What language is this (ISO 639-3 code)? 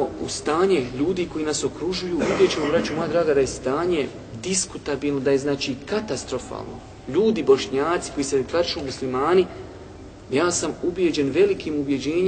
bos